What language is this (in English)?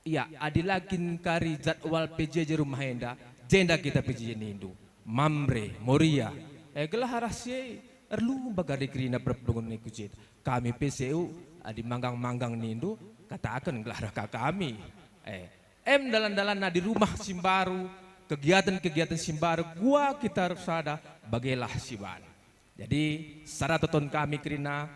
Batak Karo